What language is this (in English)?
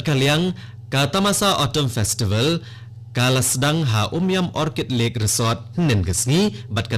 Khasi